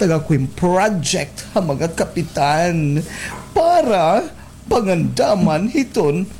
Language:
Waray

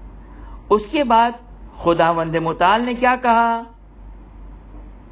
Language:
Urdu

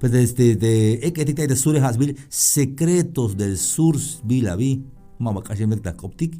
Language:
Tzeltal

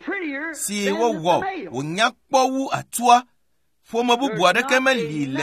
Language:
Ewe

